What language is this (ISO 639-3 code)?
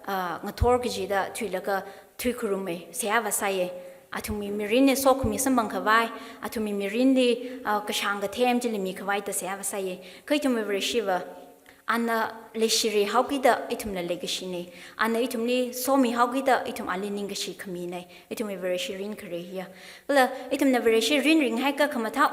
nmf